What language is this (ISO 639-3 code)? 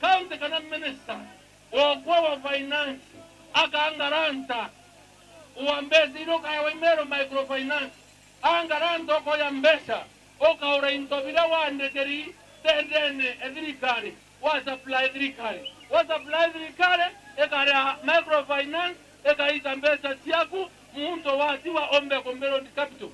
mer